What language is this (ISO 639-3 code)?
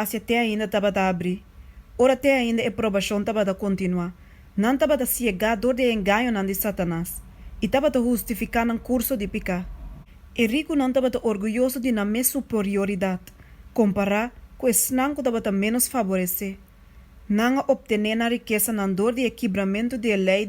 pap